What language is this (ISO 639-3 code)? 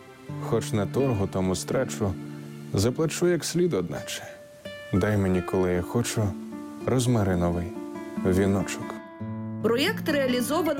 ukr